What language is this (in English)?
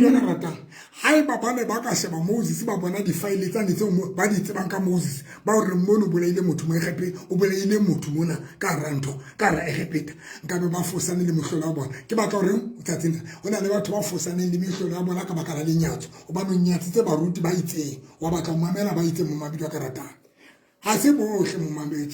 Southern Sotho